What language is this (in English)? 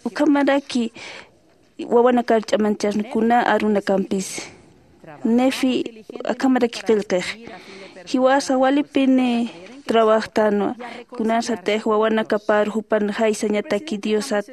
Aymara